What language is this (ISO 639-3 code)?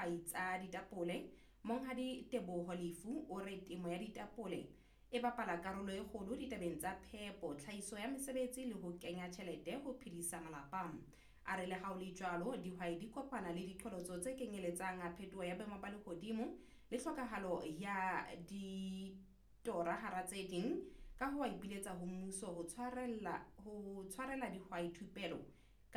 sot